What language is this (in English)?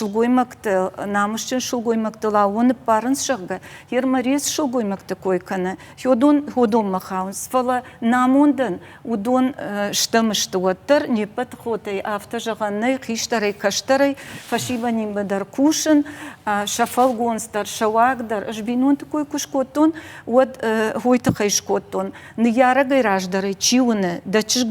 Ossetic